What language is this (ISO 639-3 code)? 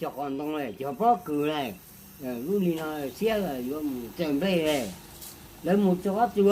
hmn